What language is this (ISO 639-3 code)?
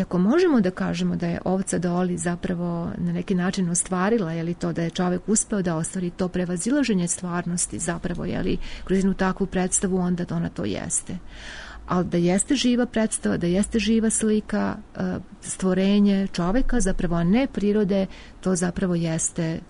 srp